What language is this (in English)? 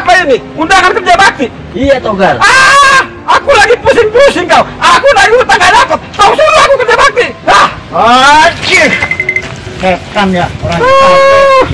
Betawi